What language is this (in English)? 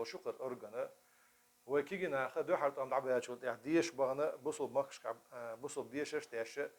Chechen